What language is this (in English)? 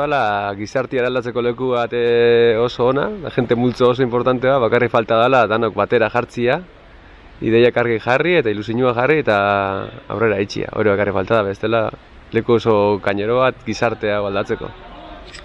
Basque